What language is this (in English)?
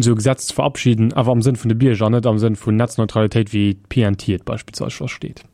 Luxembourgish